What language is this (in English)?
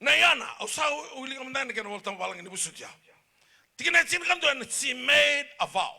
Fijian